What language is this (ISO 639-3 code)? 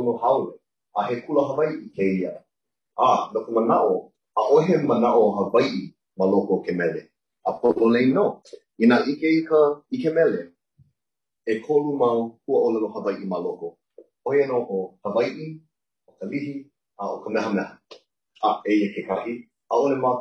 haw